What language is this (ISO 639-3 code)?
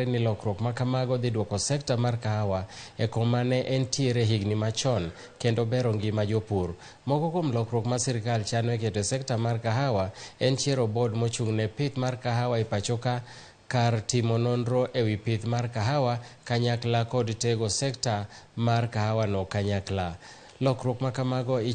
luo